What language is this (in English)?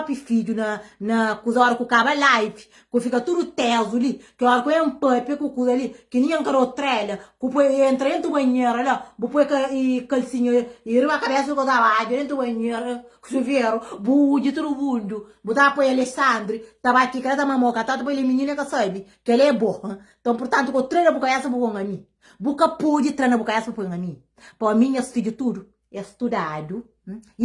Kabuverdianu